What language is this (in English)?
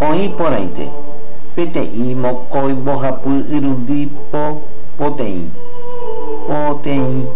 Guarani